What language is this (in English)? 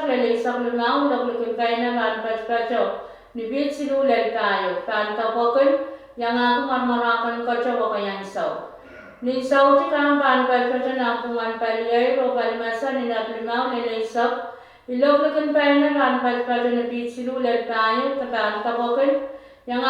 Pohnpeian